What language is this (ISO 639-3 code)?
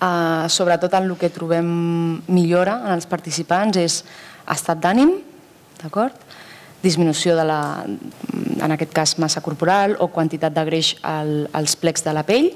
cat